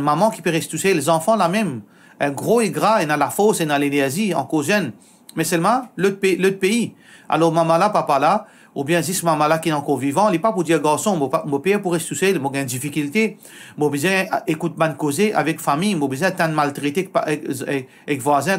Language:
Morisyen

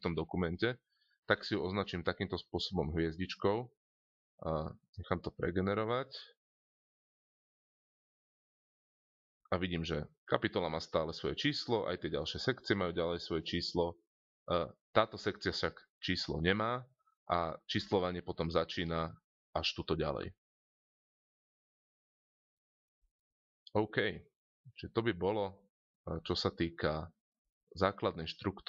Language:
Slovak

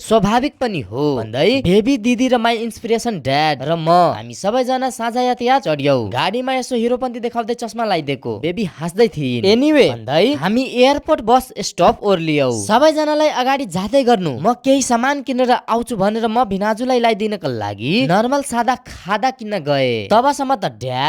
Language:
Nepali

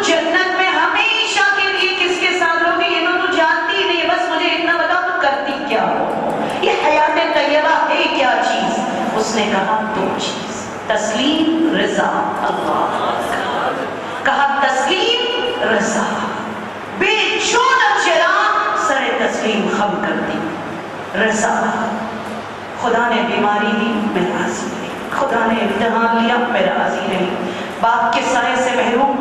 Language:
Urdu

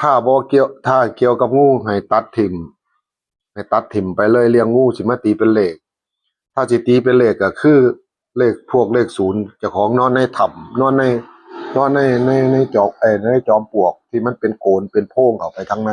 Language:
Northeastern Thai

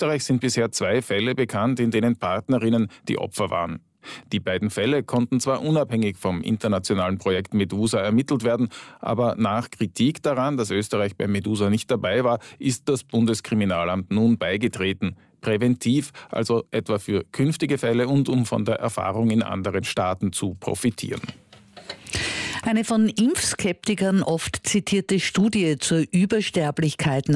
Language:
German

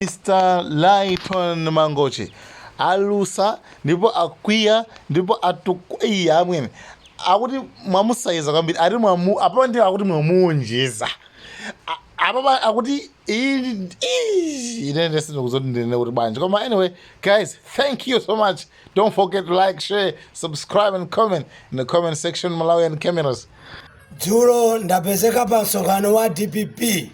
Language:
Nyanja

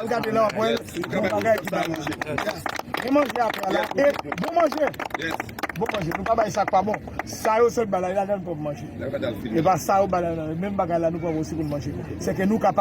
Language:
Haitian Creole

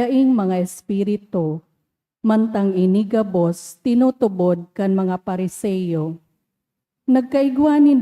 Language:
Bikol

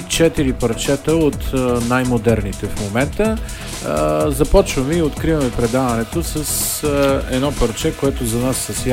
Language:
Bulgarian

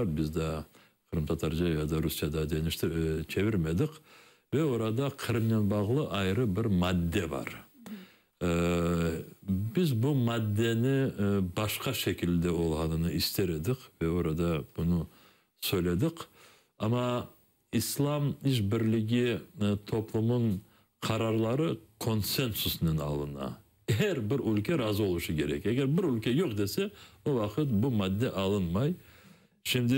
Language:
Crimean Tatar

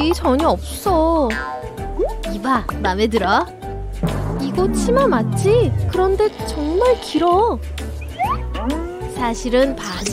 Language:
Korean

